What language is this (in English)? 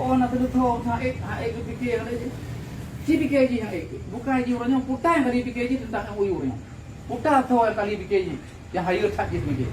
Achinese